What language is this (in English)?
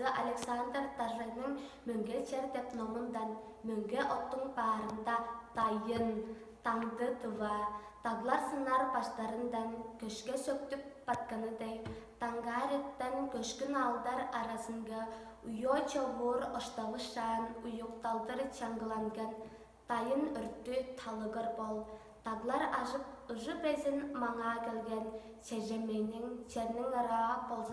Tuvinian